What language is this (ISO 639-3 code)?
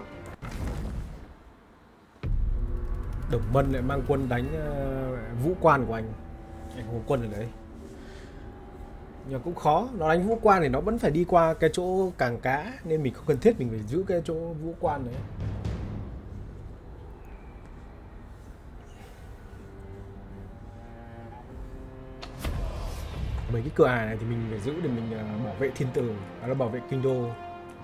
vie